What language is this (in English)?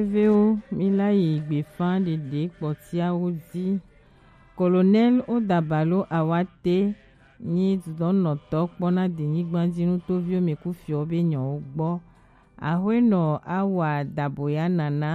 Gen